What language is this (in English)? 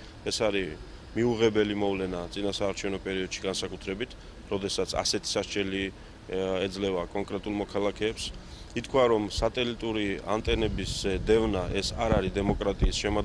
Georgian